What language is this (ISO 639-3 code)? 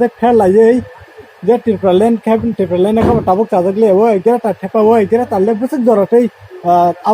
trp